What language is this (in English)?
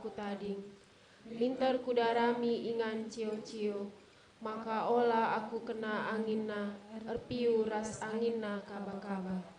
Batak Karo